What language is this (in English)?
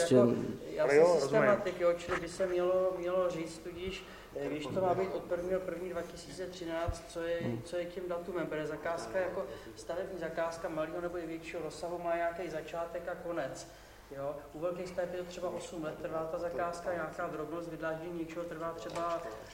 Czech